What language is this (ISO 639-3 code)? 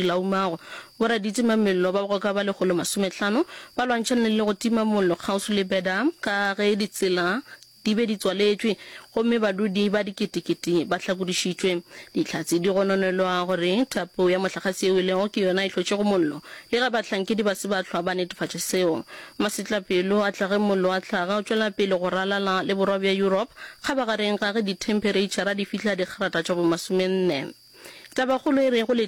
nso